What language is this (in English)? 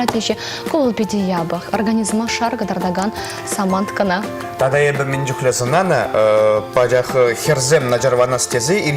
Chuvash